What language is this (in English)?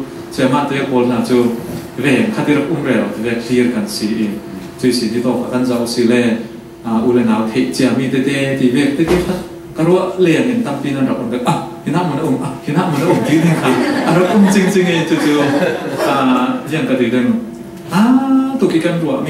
Falam Chin